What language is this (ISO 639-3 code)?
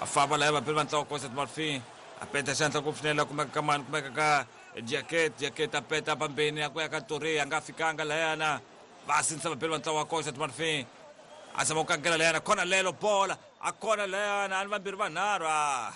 tso